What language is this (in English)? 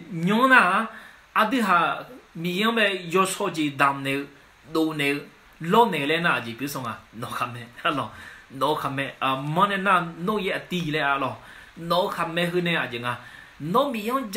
Akha